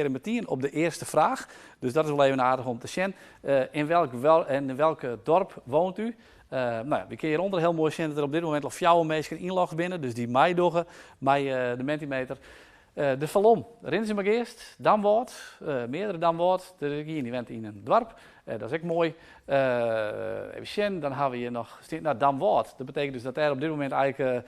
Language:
Western Frisian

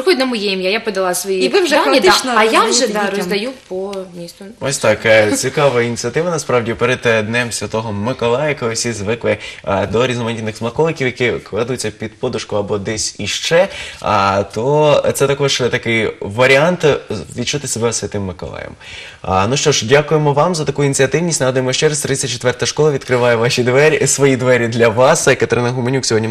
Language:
Ukrainian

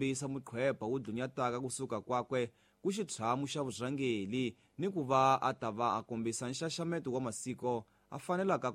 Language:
Tsonga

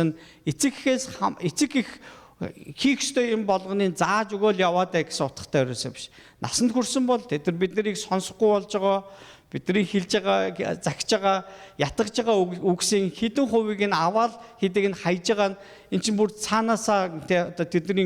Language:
Mongolian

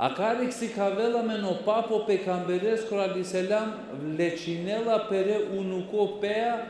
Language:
Balkan Romani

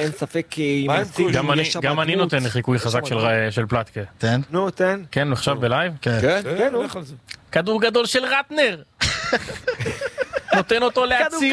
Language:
Hebrew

